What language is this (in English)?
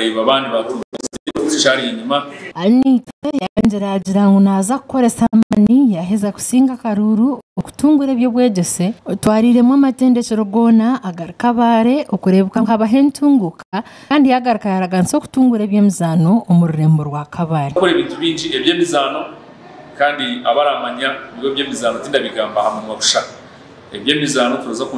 Nyankole